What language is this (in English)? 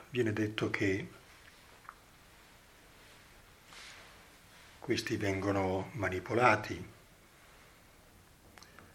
Italian